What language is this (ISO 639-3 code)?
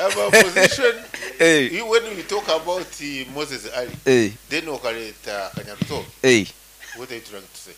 nyo